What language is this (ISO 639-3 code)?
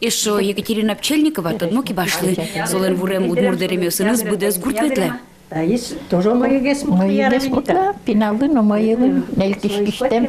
udm